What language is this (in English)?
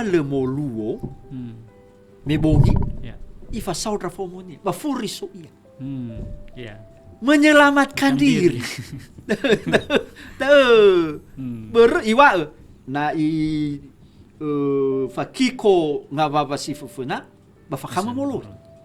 Nias